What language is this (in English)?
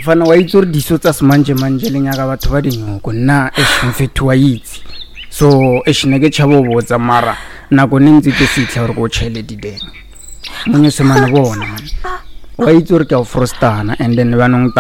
Northern Sotho